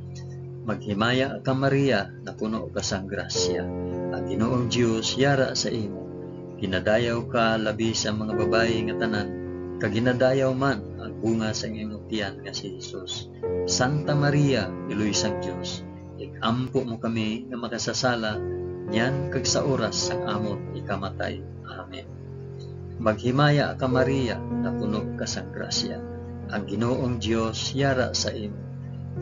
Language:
Hiligaynon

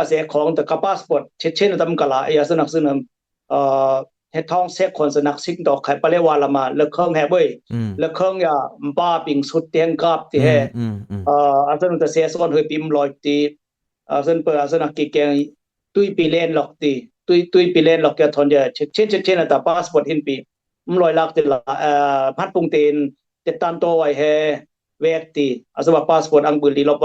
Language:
Dimasa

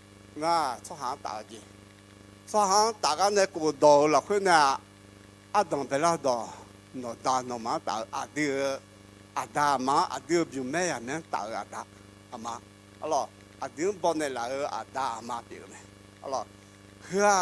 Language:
Akha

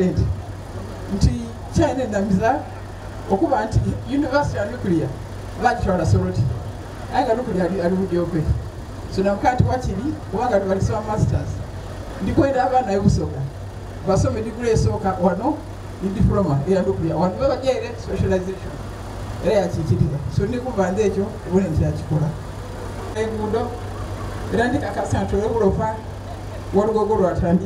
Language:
Soga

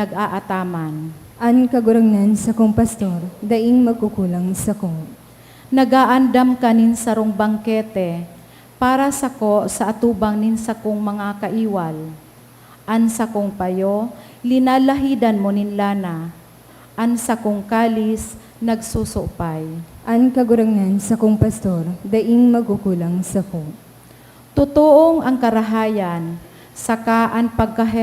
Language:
Bikol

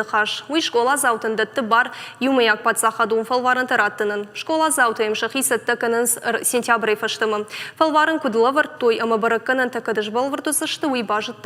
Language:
Ossetic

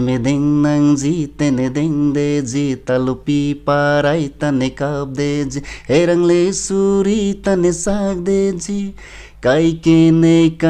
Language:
Karbi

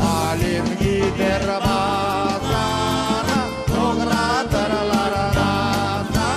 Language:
Crimean Tatar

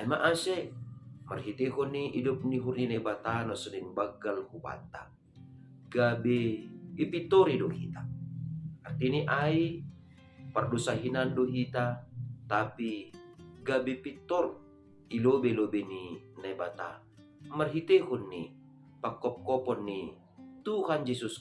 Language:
Batak Simalungun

